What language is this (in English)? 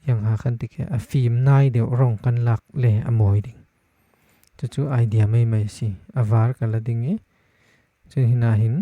Falam Chin